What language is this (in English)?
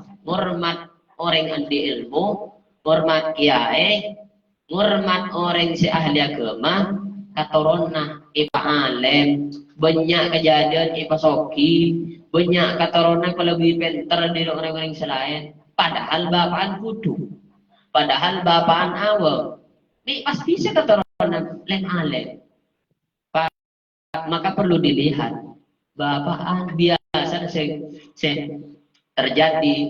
Madurese